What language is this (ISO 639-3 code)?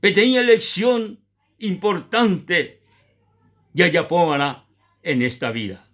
grn